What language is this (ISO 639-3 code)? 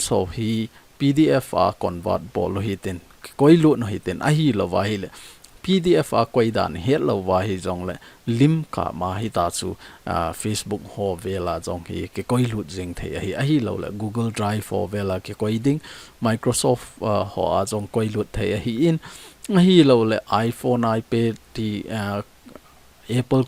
tcz